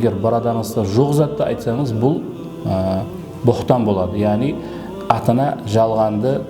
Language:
Kara-Kalpak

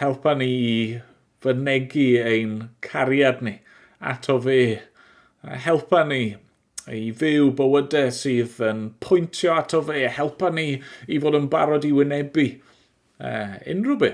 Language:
Welsh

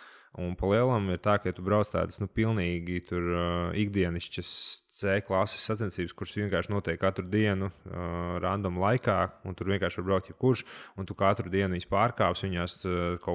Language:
Latvian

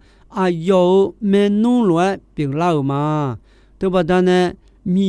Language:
Akha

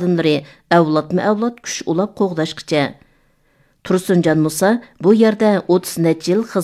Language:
Uyghur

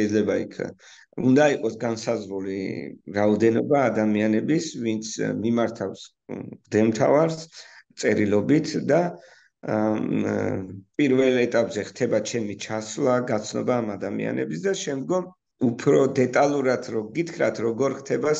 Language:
Georgian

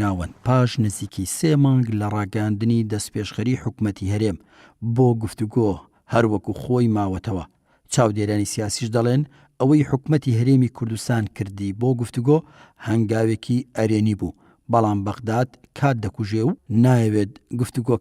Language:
Central Kurdish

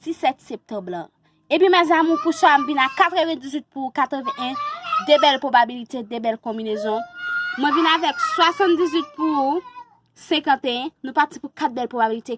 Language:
Haitian Creole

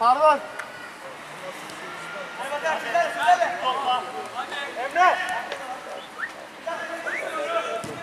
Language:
Turkish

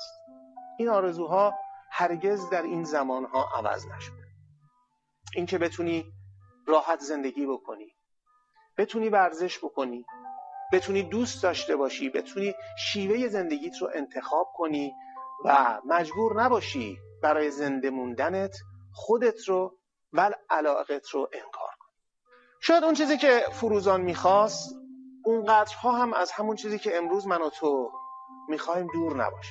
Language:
Persian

